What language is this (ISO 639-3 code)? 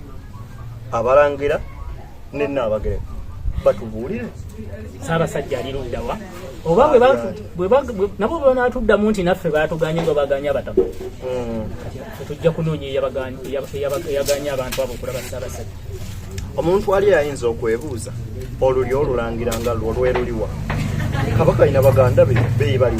lug